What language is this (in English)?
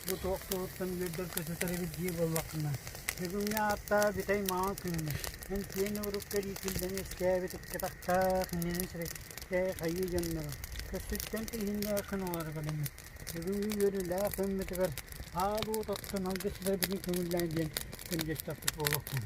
Yakut